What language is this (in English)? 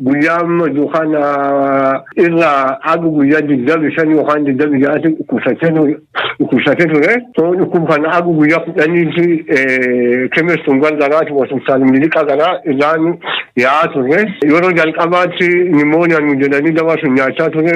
Oromo